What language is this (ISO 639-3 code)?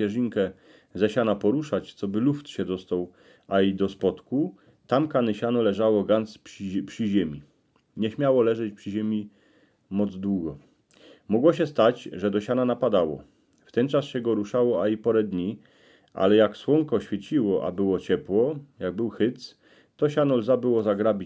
szl